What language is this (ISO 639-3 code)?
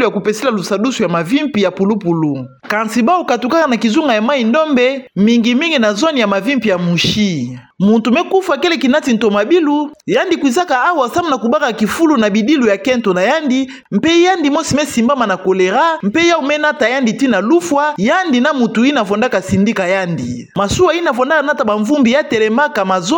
ktu